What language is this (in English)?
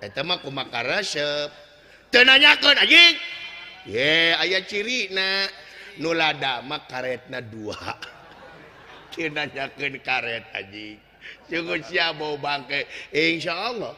Sundanese